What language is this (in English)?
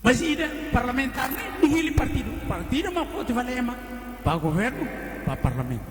Tetum